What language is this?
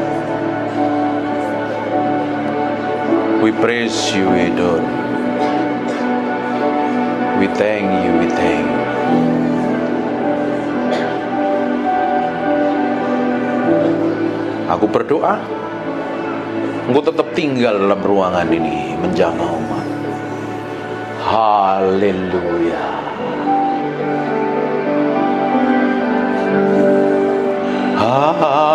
Indonesian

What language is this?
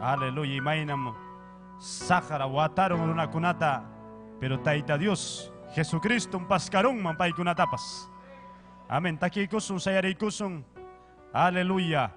Ayacucho Quechua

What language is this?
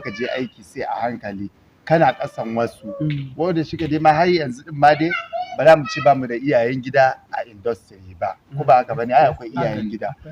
Hausa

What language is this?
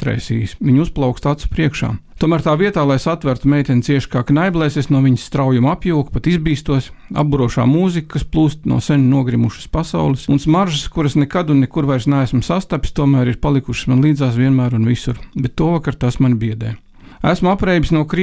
Latvian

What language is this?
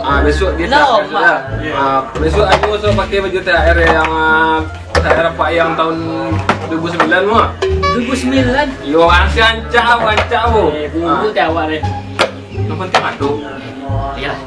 Minangkabau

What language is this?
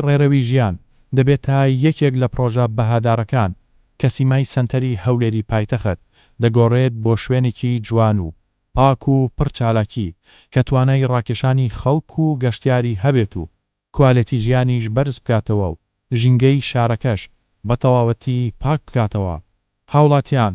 Central Kurdish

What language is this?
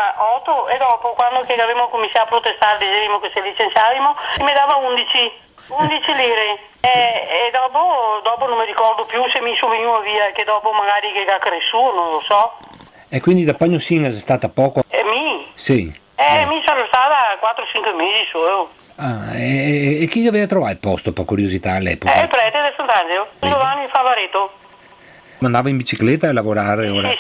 Venetian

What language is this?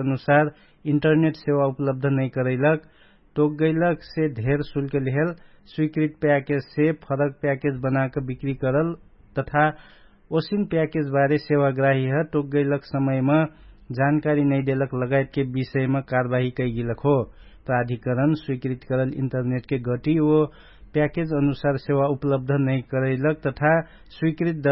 Dangaura Tharu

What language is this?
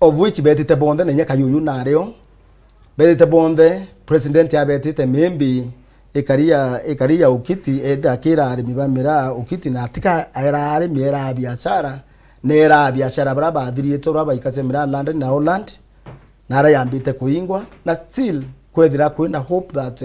Meru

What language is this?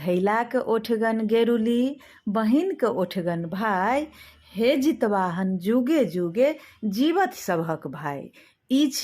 Maithili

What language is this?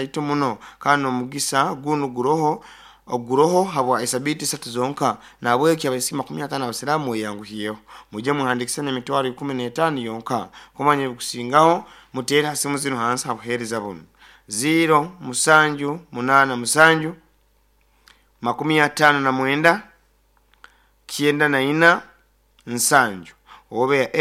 Nyoro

